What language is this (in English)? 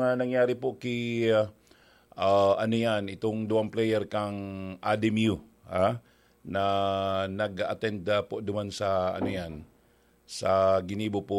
Bikol